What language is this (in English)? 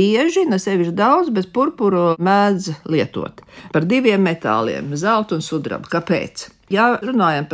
Latvian